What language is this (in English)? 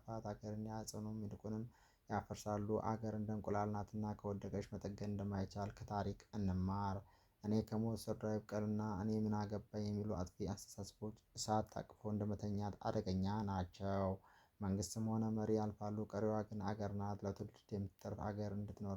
Amharic